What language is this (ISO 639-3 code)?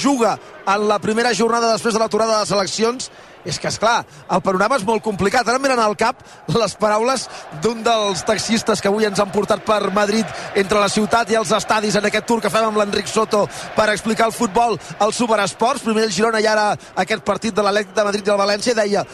cat